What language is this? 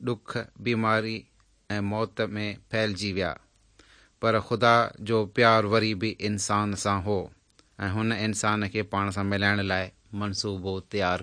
Sindhi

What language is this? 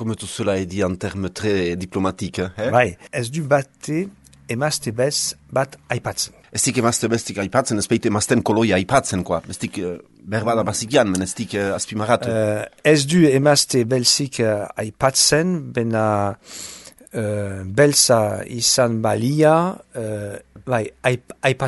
Basque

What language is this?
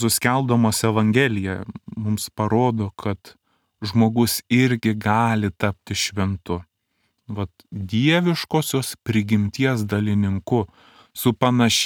Lithuanian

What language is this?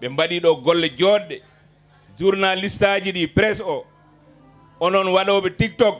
Fula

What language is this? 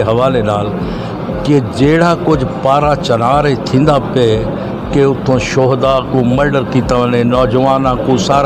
Saraiki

